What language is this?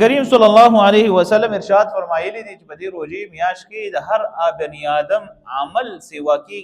Pashto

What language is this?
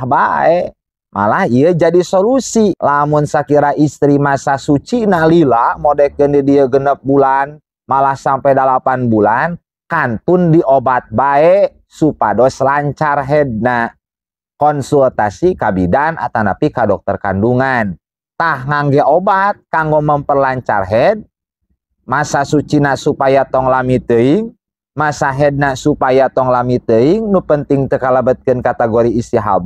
Sundanese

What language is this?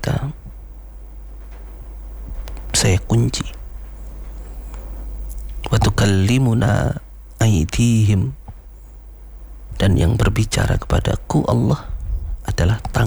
Indonesian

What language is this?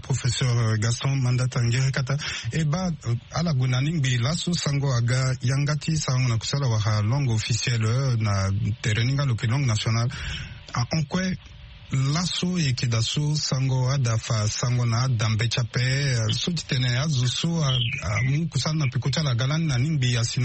Sango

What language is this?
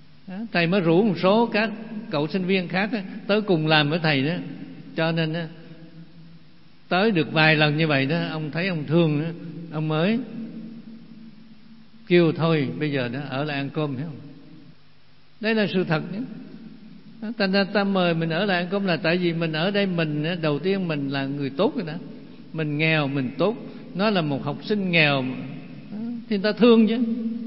Vietnamese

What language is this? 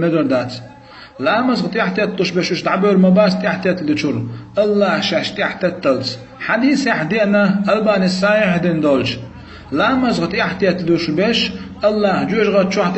Chechen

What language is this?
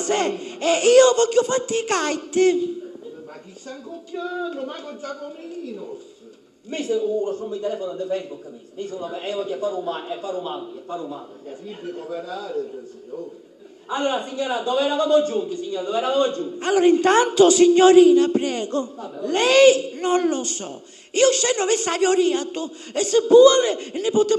Sicilian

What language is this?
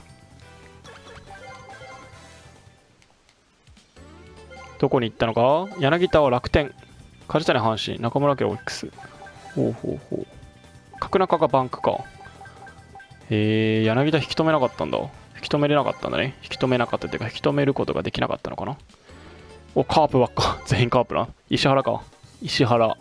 Japanese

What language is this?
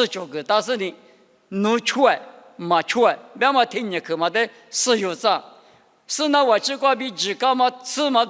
Lisu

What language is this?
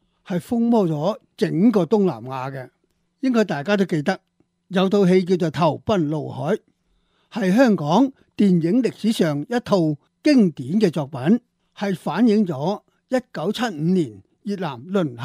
Cantonese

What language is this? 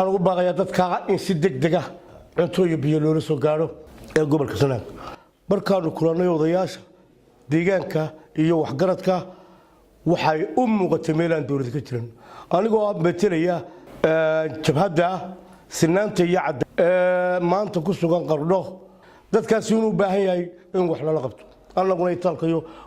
Somali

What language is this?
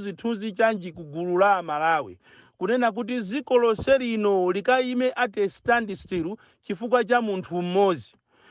Nyanja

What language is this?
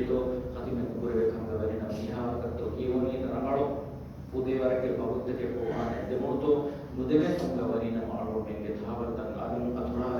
Divehi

